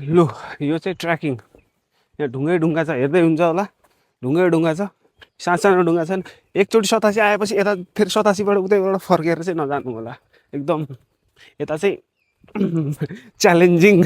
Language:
Nepali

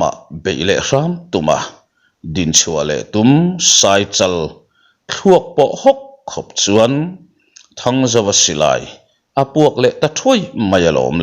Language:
Mizo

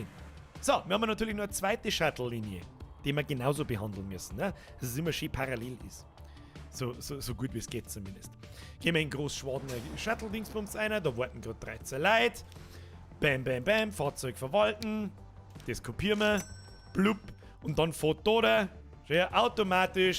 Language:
Bavarian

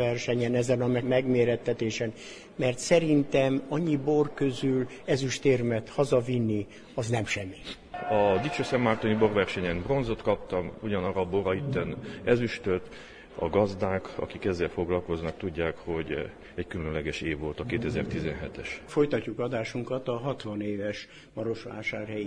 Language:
Hungarian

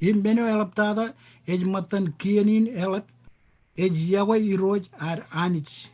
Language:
Marshallese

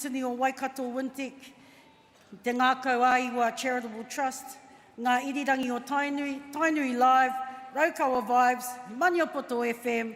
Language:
Māori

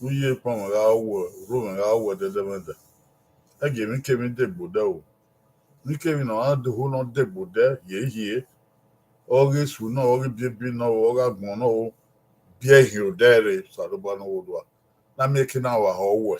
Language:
Bini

